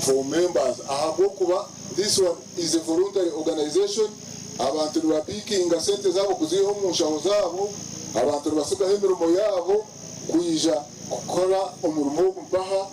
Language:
Nyankole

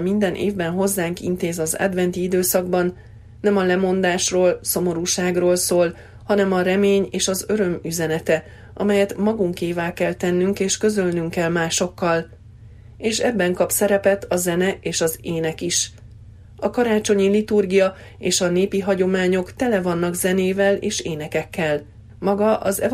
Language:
Hungarian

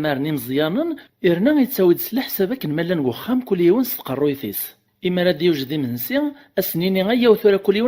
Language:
Kabyle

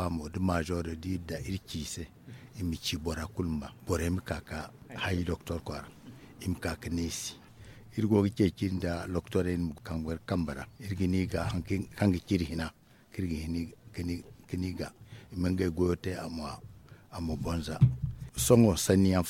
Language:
Zarma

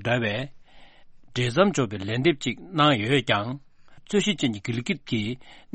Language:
Tibetan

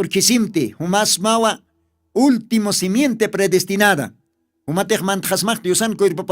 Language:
Aymara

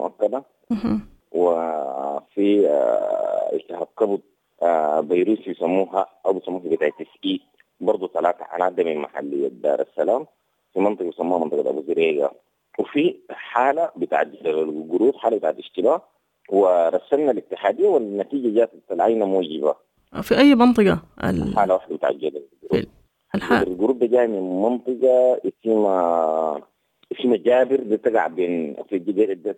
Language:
Sudanese Arabic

